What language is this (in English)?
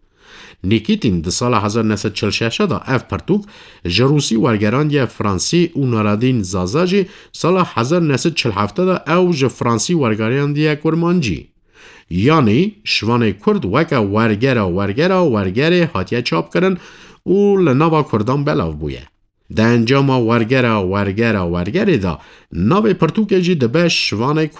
Kurdish